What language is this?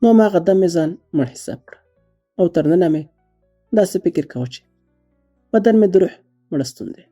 Pashto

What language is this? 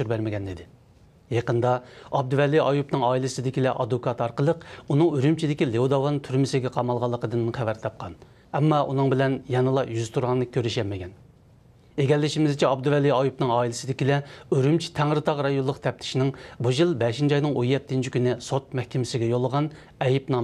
Uyghur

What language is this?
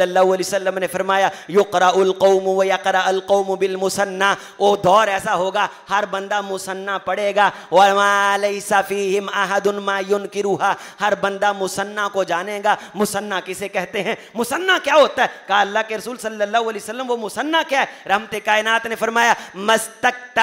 Urdu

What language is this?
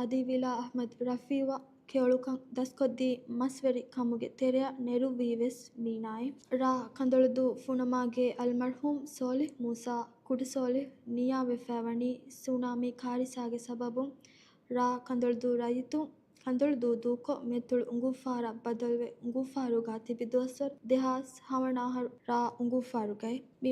Divehi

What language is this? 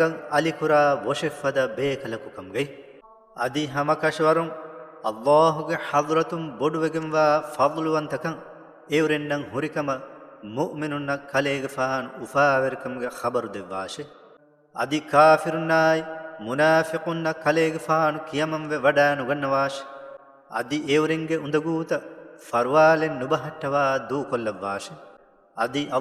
Divehi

